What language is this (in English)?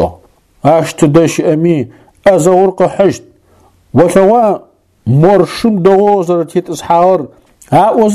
Adyghe